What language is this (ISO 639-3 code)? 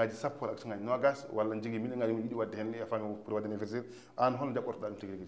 ful